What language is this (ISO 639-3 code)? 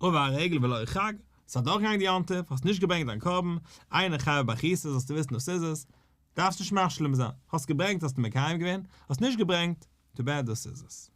yid